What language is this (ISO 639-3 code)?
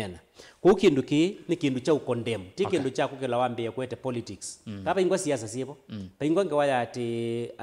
kam